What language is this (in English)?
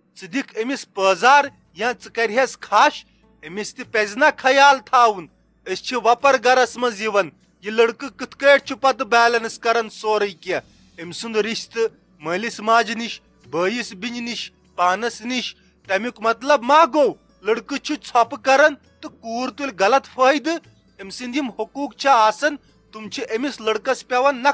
Kashmiri